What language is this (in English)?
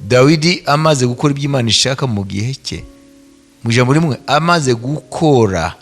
Kinyarwanda